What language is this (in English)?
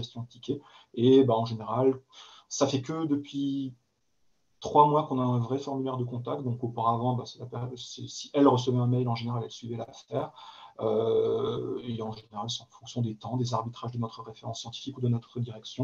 French